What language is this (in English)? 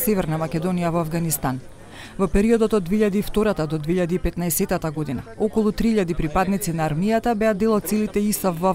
Macedonian